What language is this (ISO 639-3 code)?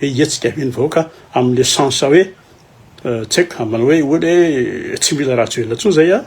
mlg